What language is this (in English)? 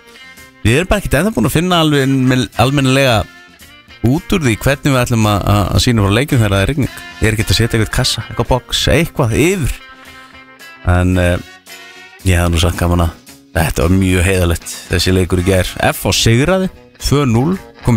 Icelandic